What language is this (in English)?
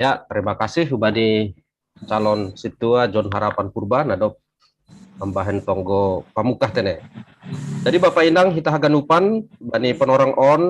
Batak Simalungun